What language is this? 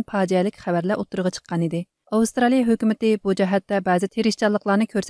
Uyghur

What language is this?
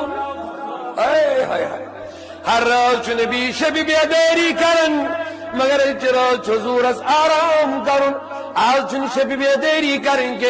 Kashmiri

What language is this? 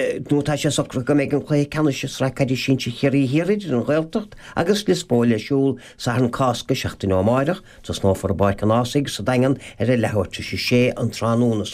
Irish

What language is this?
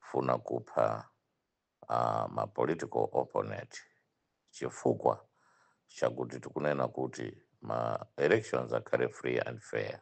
Nyanja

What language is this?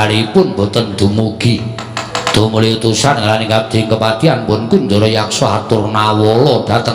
Javanese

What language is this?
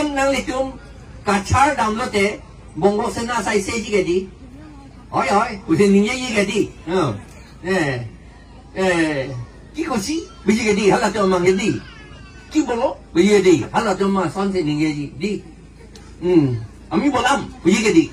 Karbi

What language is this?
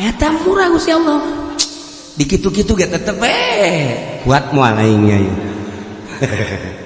Sundanese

